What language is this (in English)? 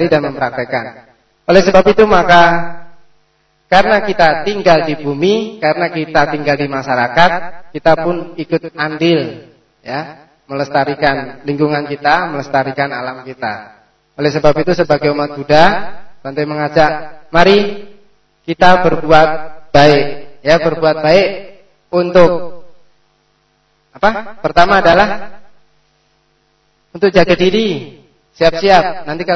Indonesian